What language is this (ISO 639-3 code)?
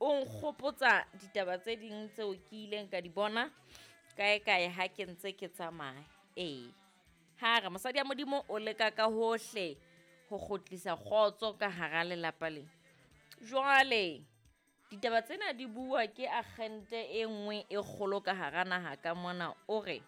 sot